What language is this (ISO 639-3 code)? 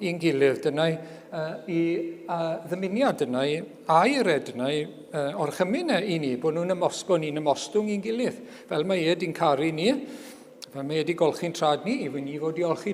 cym